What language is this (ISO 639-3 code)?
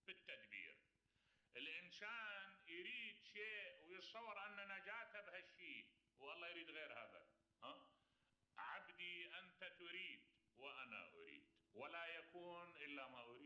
acm